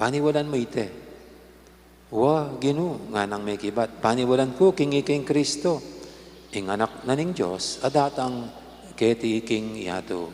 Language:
Pampanga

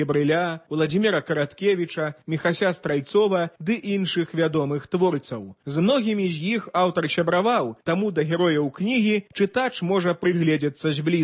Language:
Belarusian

